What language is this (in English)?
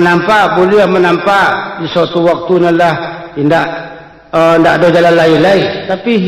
Minangkabau